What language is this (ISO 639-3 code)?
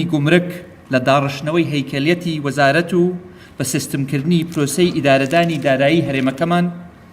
ckb